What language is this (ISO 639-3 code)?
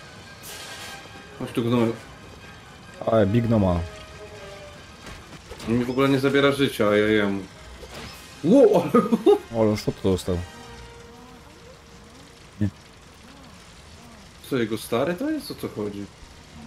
pol